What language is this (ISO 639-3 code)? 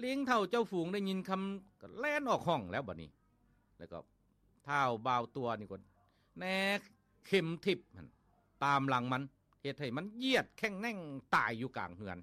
lao